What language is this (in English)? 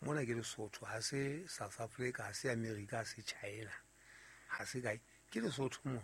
Southern Sotho